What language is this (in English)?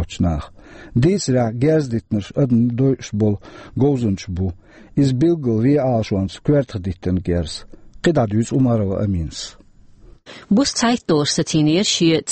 Chechen